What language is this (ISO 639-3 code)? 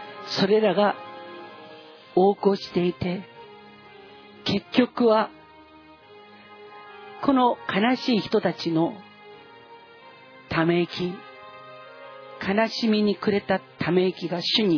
jpn